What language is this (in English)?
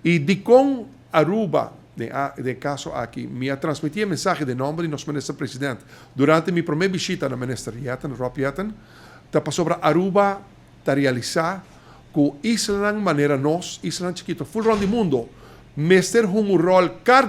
Papiamento